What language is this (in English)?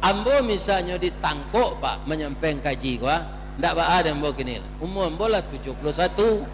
Minangkabau